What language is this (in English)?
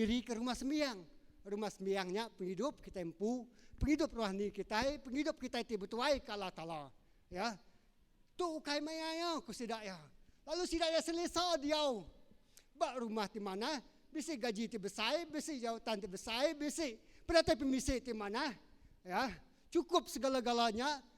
Iban